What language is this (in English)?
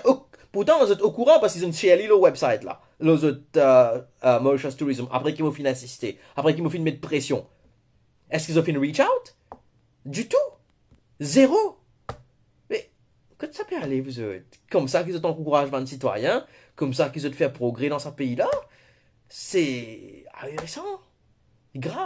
Morisyen